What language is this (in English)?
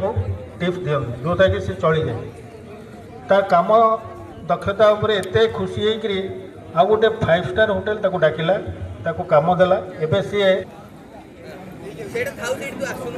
Odia